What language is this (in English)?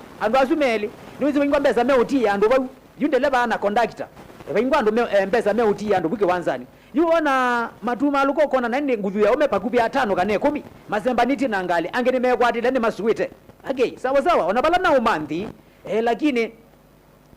Kamba